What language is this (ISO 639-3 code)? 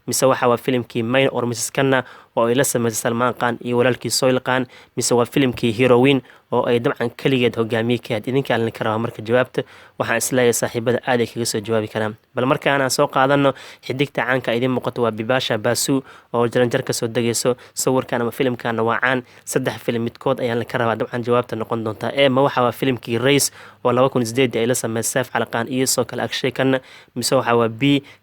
som